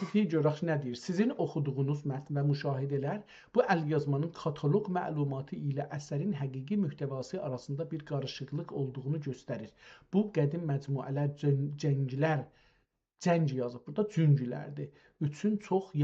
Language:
South Azerbaijani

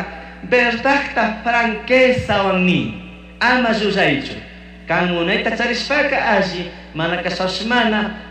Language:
Chimborazo Highland Quichua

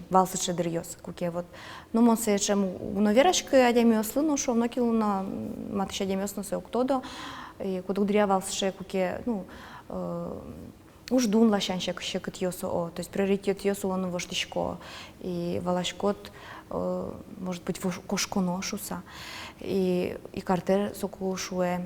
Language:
Udmurt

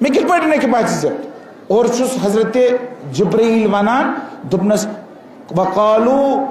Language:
Kashmiri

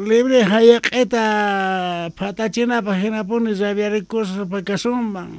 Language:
South Bolivian Quechua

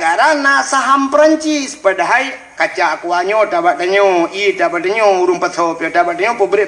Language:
Achinese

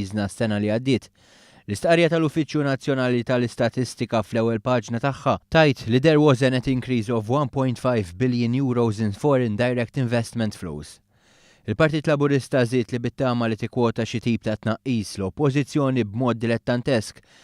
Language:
Maltese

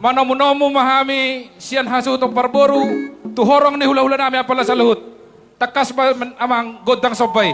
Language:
Batak Toba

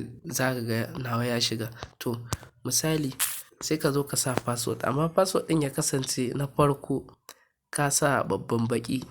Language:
Hausa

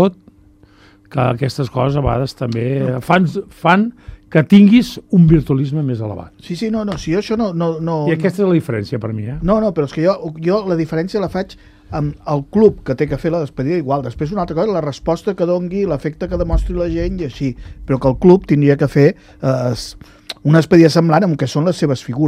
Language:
Catalan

